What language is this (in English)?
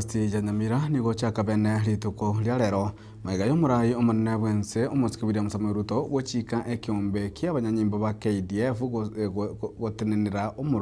Gusii